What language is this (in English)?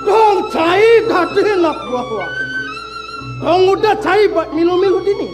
Balinese